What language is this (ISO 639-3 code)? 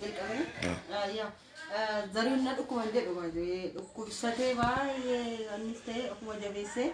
orm